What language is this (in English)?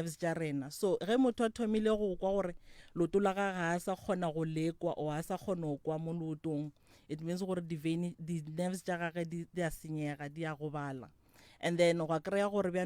Northern Sotho